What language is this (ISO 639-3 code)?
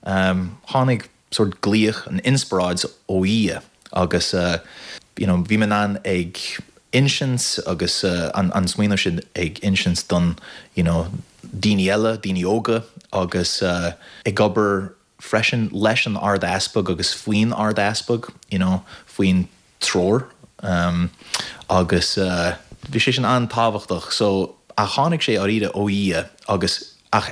gle